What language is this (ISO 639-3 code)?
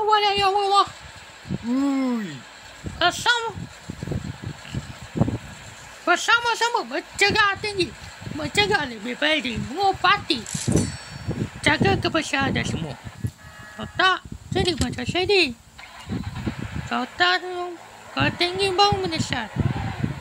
msa